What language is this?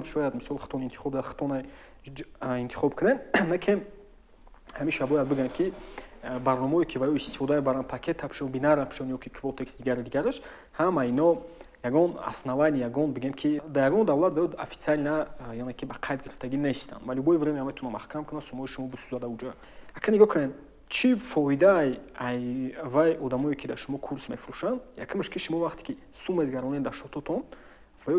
Tajik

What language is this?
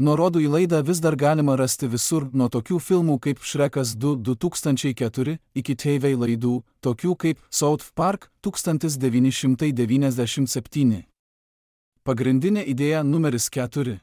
Lithuanian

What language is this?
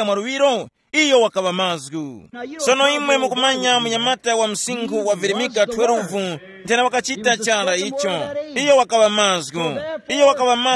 Tumbuka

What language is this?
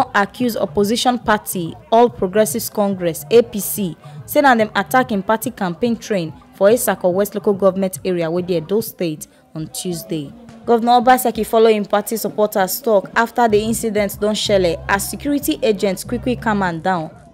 Nigerian Pidgin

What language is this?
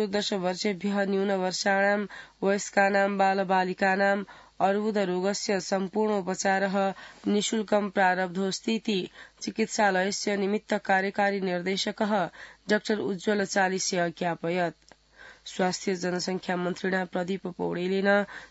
Sanskrit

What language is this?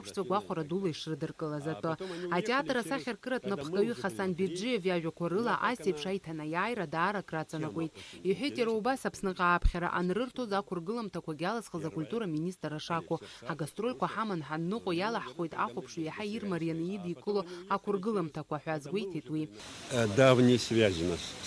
Abkhazian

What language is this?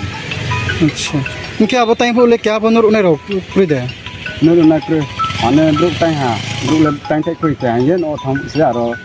Riang (India)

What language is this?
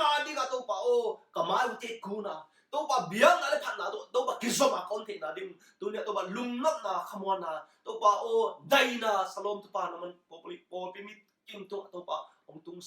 Tedim Chin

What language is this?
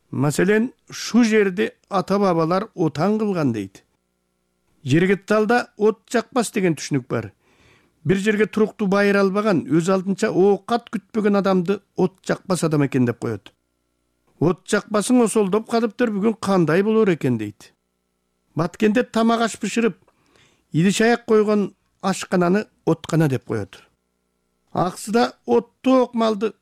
Kyrgyz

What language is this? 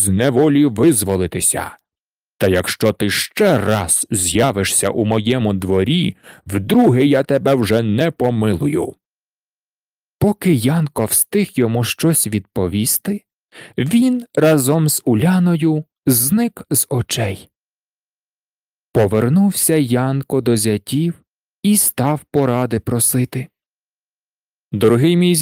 Ukrainian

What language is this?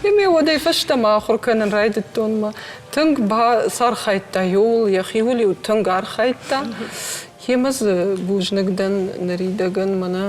Ossetic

